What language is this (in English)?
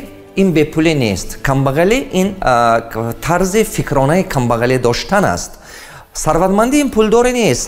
Tajik